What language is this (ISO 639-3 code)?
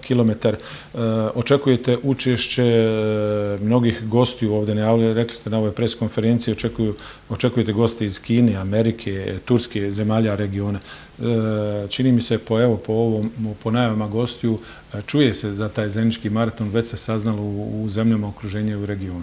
bos